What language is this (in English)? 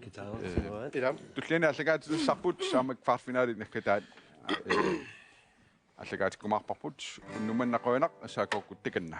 Kalaallisut